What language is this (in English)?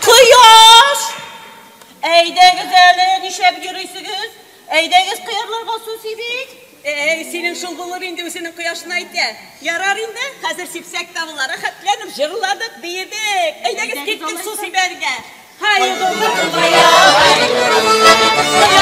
Tatar